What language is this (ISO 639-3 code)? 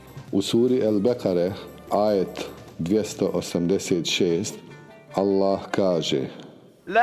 bos